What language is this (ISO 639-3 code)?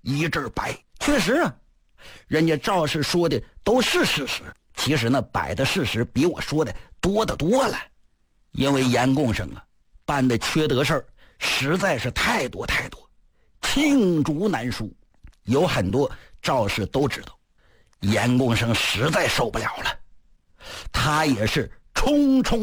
zho